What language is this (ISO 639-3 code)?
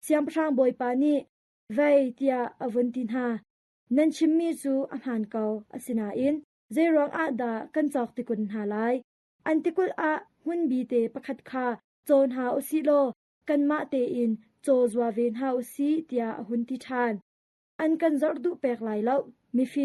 cnh